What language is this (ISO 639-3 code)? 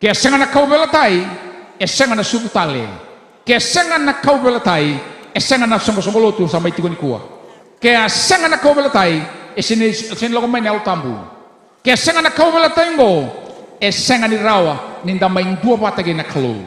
fij